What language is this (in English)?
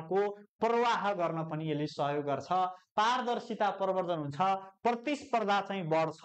Nepali